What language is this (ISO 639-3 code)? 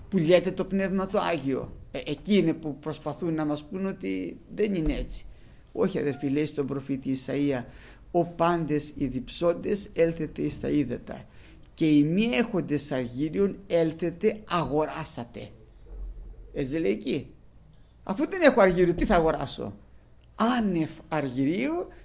ell